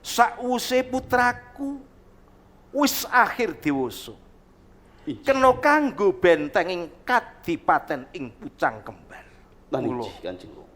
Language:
Javanese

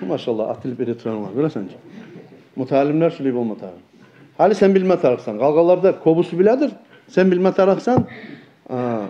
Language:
Kumyk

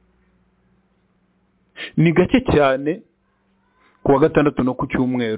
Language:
Kinyarwanda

